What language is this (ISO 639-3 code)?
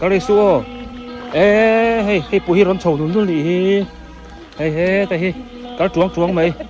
biu